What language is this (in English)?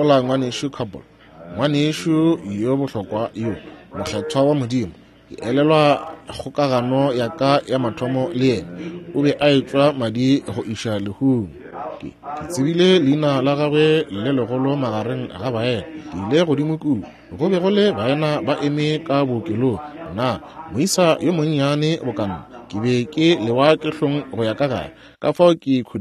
Northern Sotho